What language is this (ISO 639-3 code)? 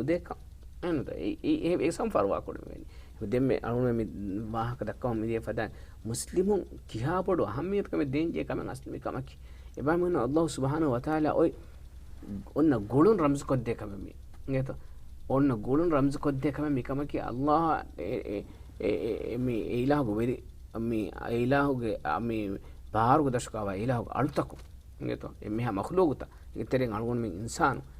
div